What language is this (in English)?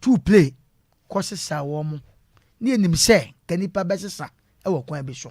Akan